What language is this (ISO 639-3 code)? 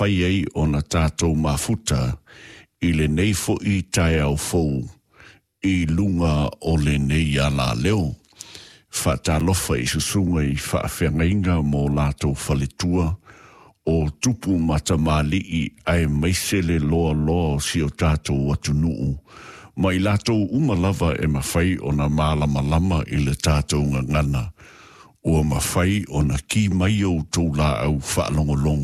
smo